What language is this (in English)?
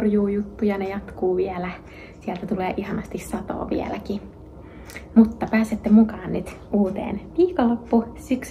Finnish